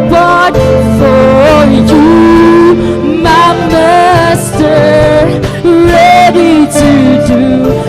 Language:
Waray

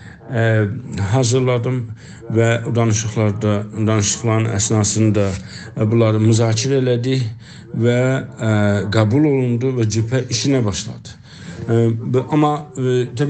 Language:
South Azerbaijani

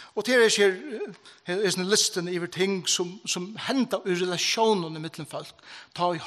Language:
Faroese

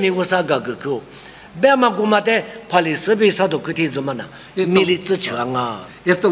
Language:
Lisu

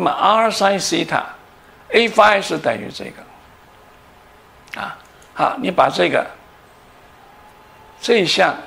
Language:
Chinese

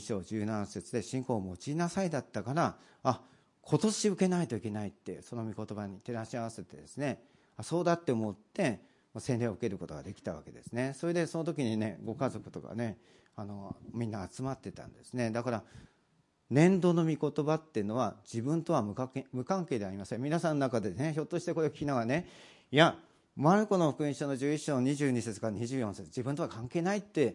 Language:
Japanese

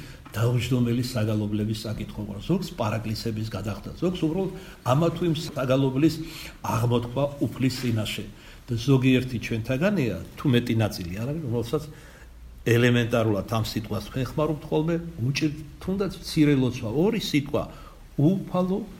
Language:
Georgian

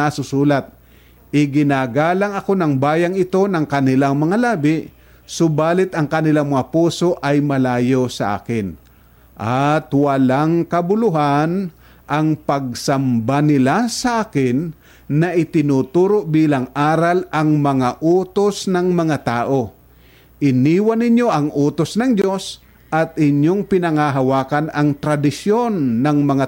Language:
Filipino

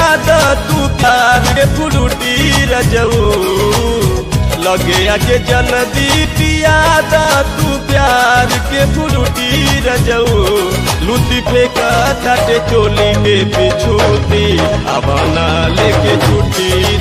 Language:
Bhojpuri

